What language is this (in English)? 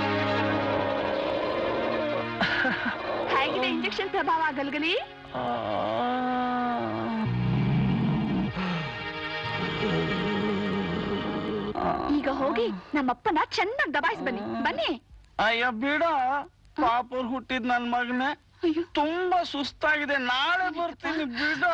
Kannada